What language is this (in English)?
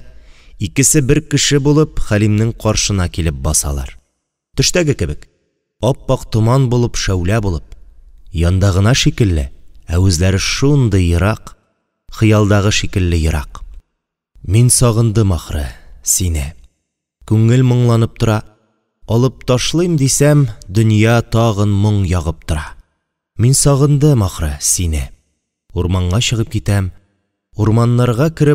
Tatar